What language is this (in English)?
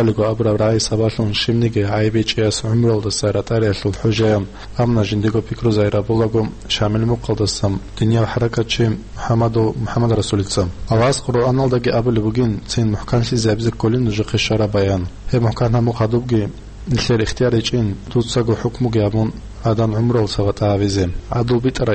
Avaric